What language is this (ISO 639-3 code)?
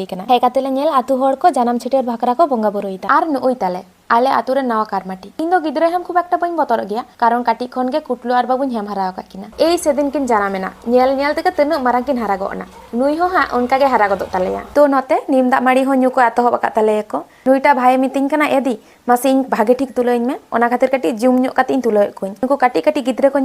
sat